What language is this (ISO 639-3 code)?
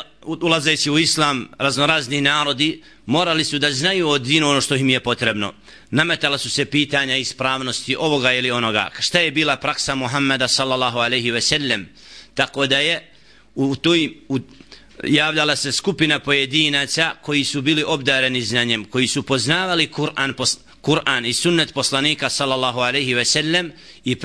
bos